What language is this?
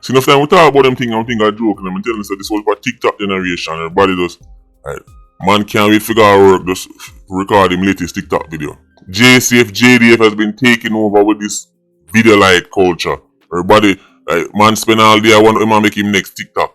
Jamaican Creole English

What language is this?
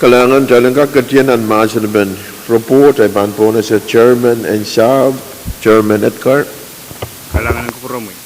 Pohnpeian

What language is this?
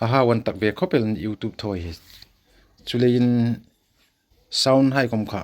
Hmar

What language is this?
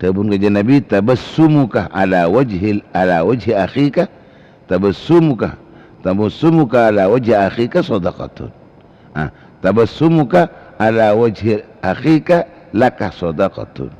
Madurese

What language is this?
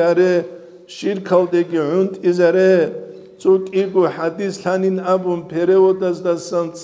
Avaric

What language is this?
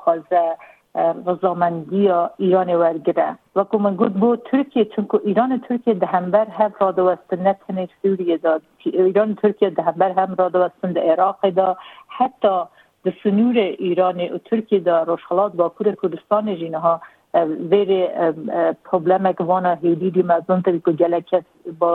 Kurdish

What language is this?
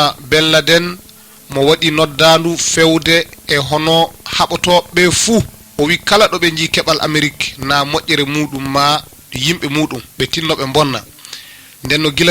Fula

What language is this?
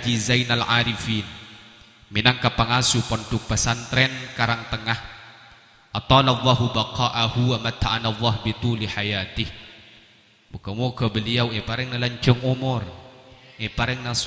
Madurese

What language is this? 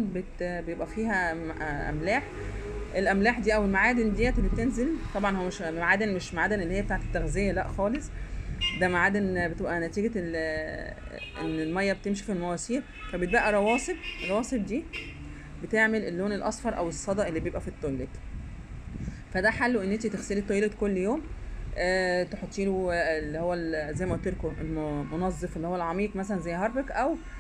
Egyptian Arabic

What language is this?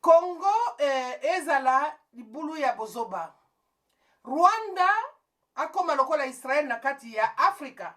Lingala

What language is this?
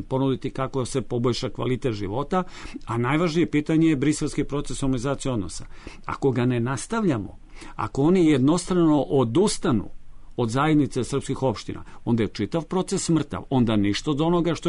Serbian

